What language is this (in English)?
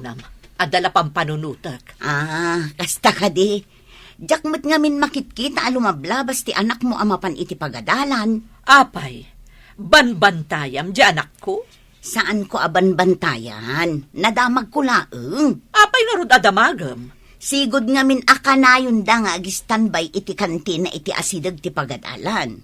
Iloko